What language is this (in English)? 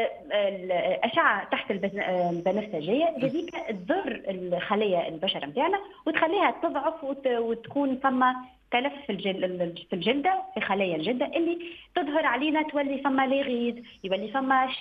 Tunisian Arabic